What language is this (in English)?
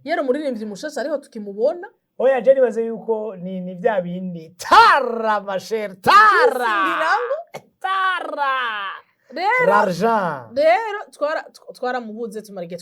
Rundi